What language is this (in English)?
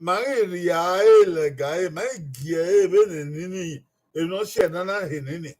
Bini